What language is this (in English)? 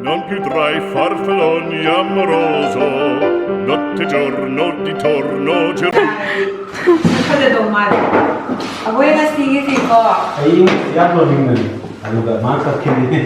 Manipuri